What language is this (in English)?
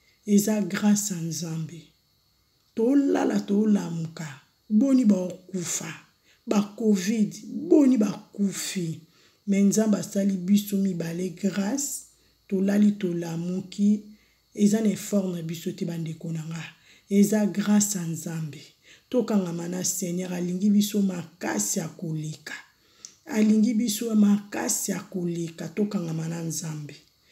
Lingala